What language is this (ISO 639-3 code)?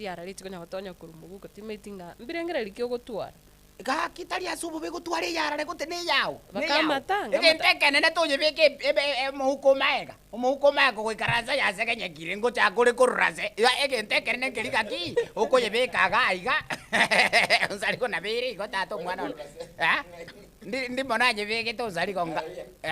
guz